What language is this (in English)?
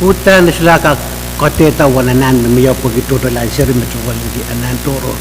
Pohnpeian